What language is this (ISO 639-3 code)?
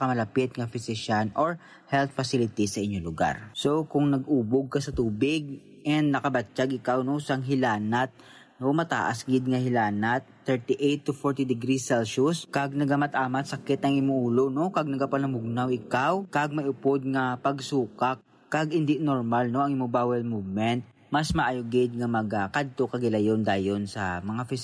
hil